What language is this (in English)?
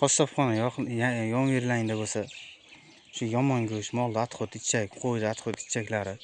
Uzbek